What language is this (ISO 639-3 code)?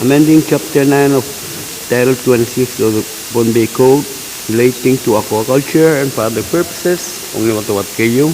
pon